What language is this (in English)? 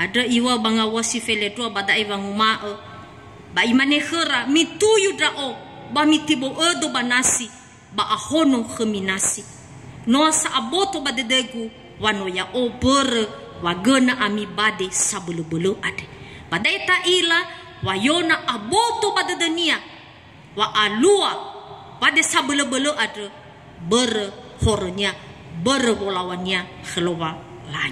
Nias